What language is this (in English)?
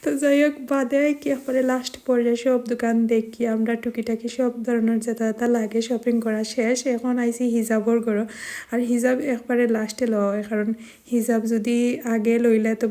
Sylheti